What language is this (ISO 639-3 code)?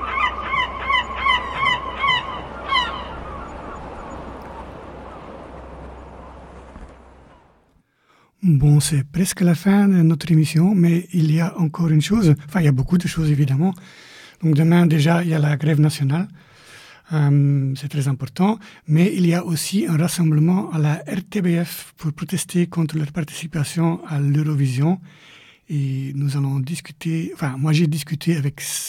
fra